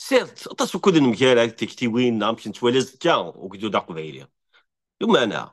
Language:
Kabyle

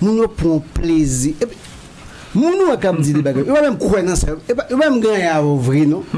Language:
Haitian Creole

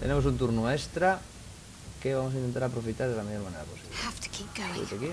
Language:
Asturian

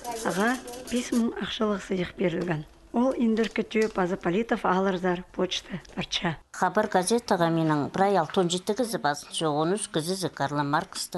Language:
Khakas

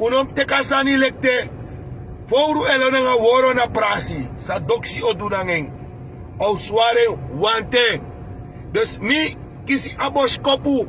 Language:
Sranan Tongo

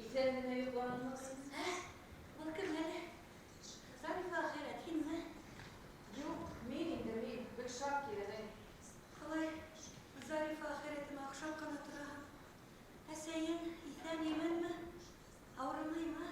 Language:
Bashkir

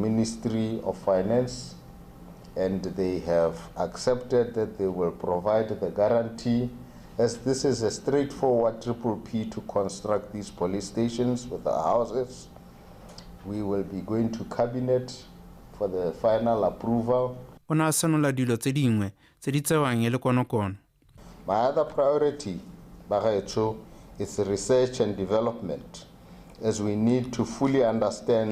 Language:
Tswana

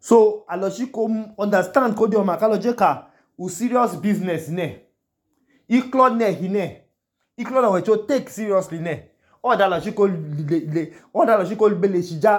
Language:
Idoma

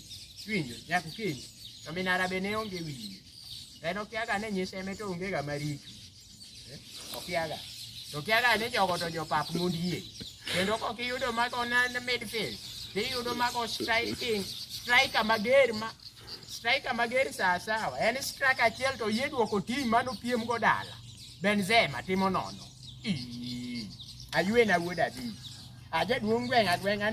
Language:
Luo (Kenya and Tanzania)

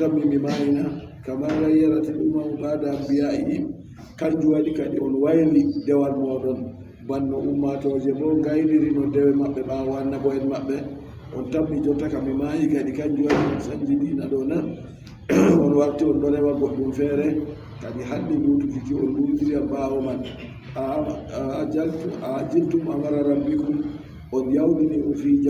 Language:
Adamawa Fulfulde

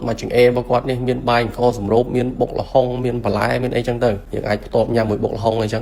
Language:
Khmer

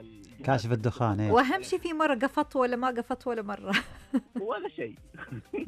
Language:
Najdi Arabic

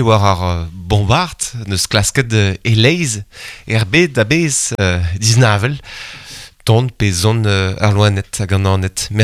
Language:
Breton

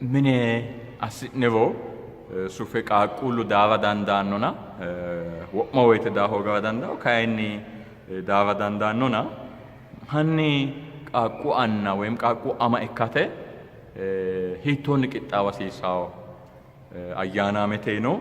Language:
Sidamo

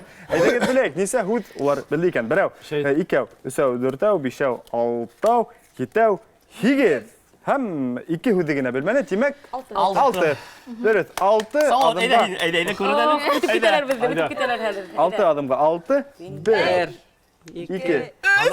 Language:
Bashkir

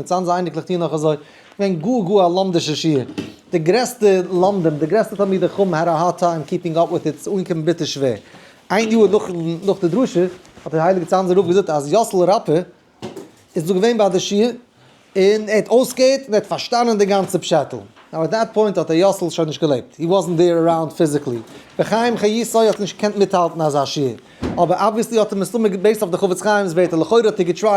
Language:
Yiddish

